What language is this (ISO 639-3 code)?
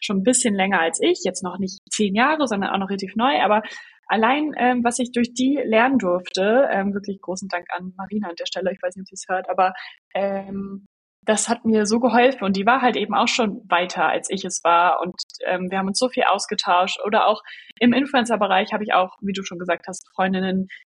deu